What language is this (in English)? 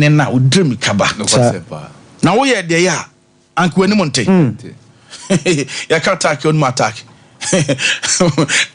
Akan